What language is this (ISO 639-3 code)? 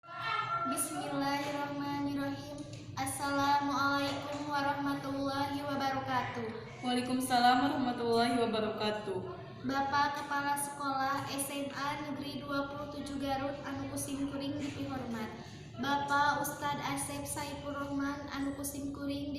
sun